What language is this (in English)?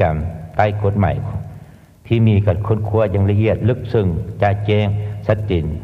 Lao